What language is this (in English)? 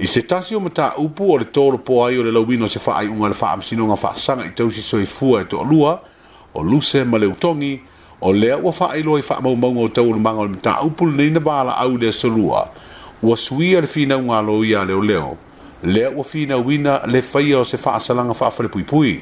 Samoan